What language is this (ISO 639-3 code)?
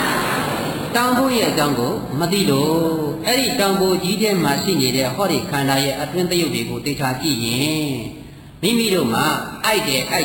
mya